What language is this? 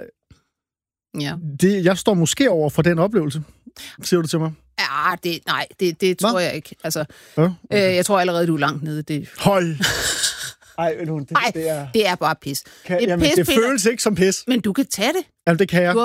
Danish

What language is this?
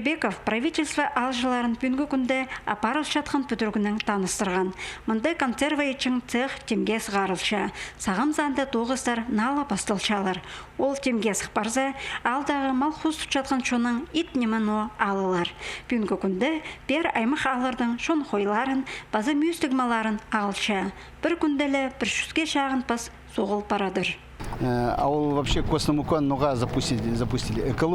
Khakas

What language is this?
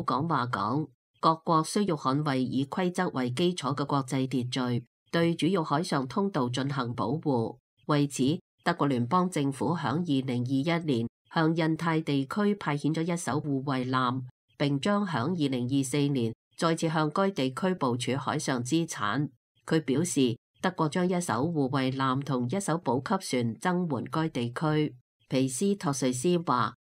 Cantonese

